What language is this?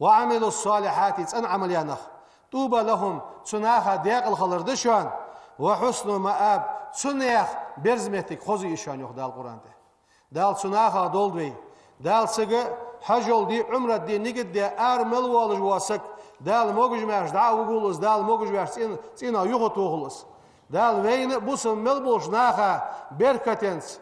Ingush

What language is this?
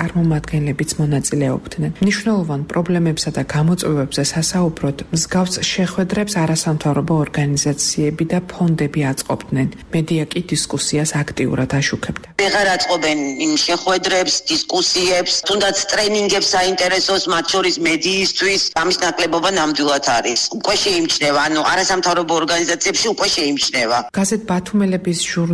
Georgian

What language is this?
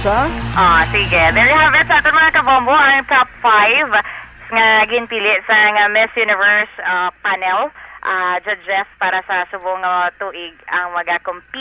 Hiligaynon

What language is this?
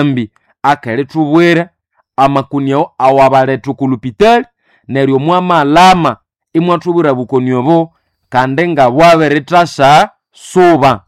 Nande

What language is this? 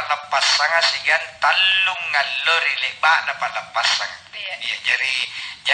Makasar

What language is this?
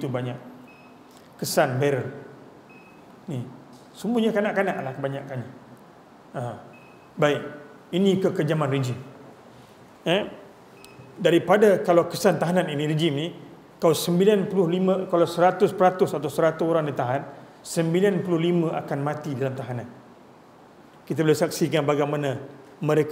Malay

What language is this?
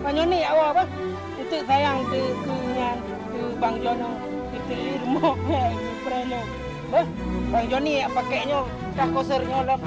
Achinese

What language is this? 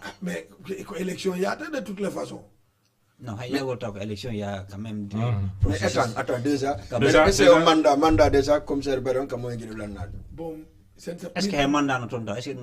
Fula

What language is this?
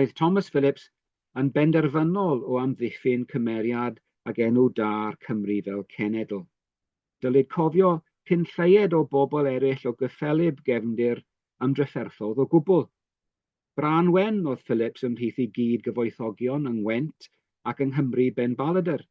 Welsh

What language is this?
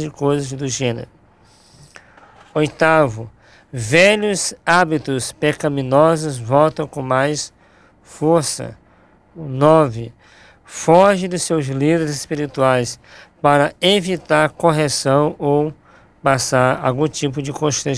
Portuguese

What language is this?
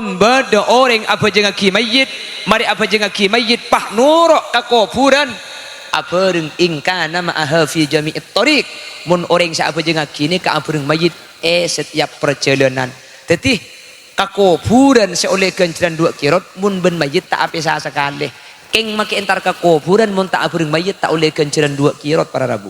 Madurese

